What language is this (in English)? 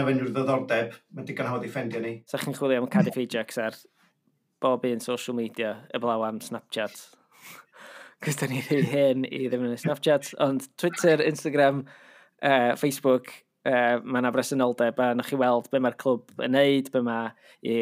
Welsh